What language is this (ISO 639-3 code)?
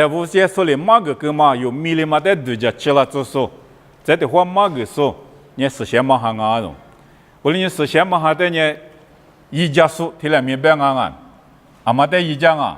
lis